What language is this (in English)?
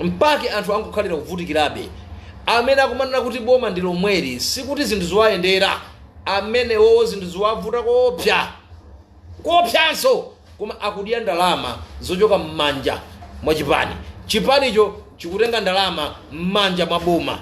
Nyanja